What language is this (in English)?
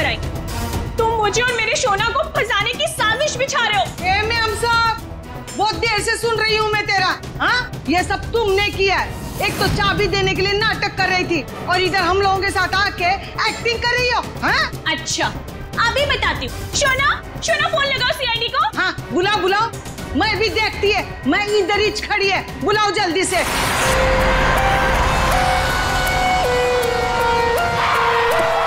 Hindi